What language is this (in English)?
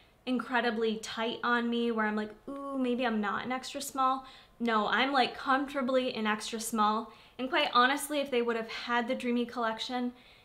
English